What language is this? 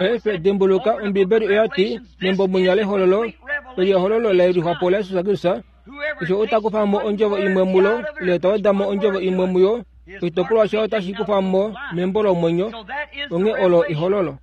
Kuanyama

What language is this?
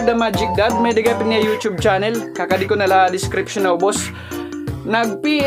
Waray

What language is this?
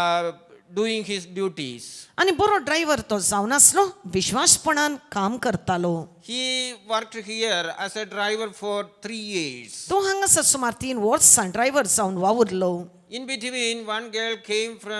Konkani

